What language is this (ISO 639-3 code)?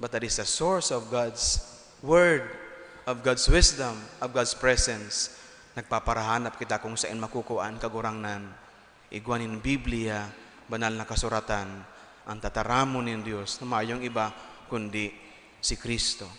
bik